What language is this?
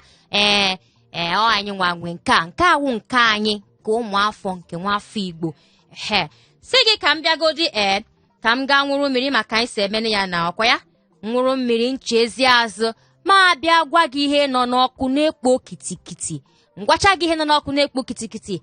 Igbo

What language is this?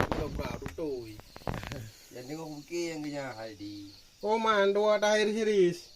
Achinese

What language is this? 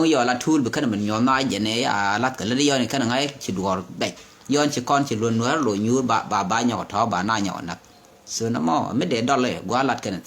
Nuer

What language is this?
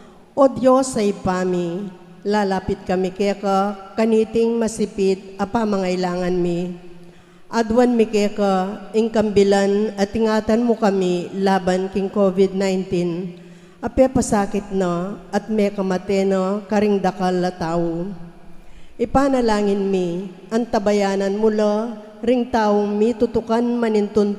Pampanga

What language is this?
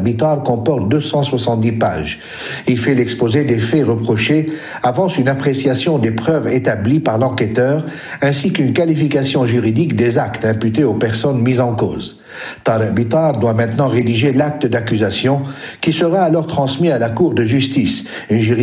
French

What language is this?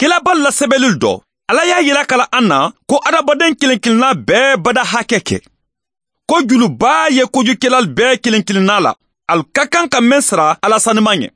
Bambara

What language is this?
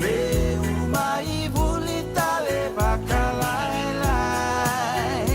Fijian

